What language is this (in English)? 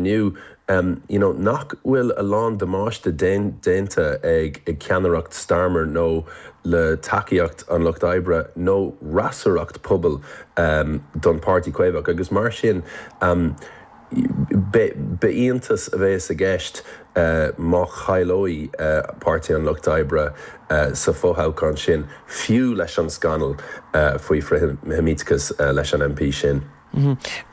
Irish